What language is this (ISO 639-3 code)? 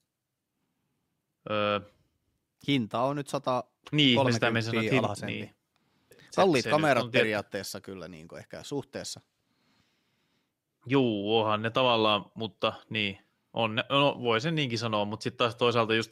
fin